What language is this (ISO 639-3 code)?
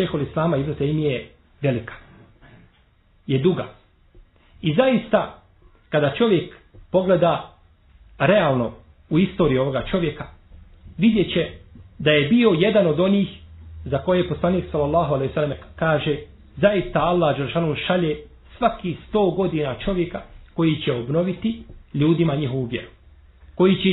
bos